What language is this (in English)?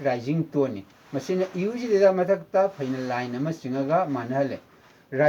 Manipuri